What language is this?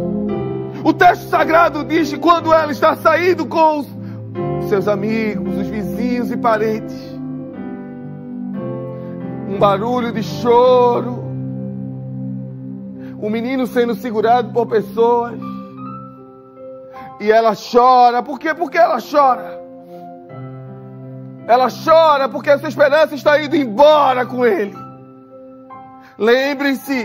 Portuguese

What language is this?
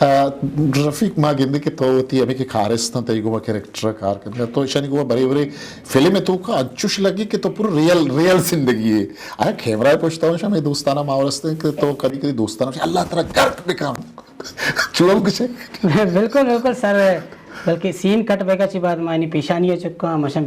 Eastern Balochi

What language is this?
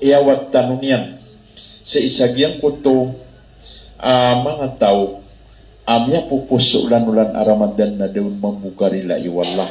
Maranao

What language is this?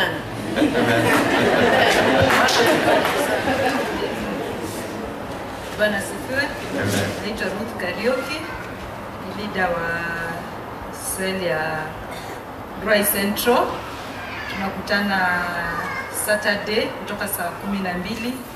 Swahili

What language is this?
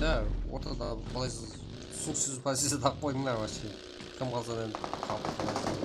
Kara-Kalpak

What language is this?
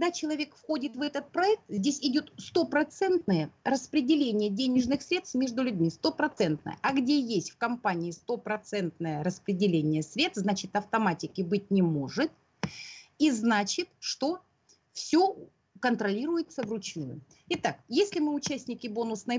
Russian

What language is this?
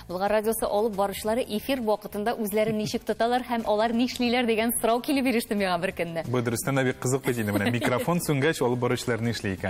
Tatar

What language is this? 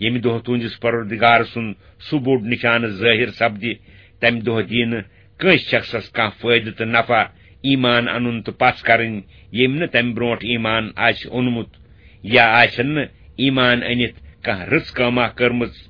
Kashmiri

